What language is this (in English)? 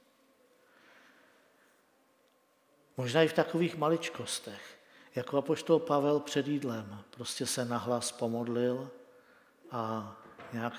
Czech